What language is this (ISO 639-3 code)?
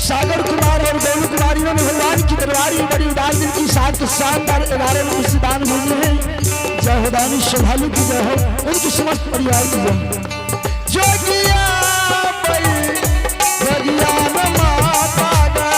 anp